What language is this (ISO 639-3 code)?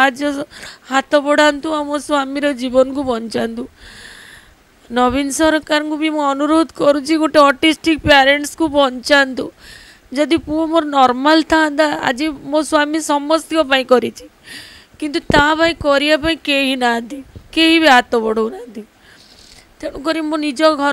ori